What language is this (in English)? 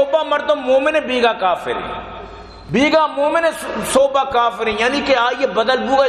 Baluchi